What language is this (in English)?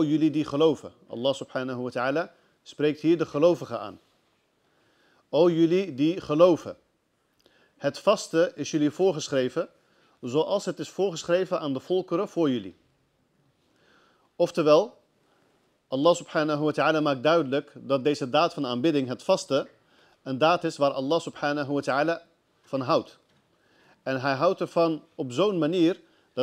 Dutch